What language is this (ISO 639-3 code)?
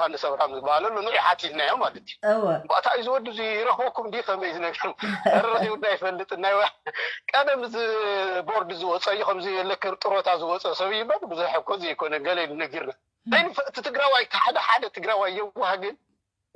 tir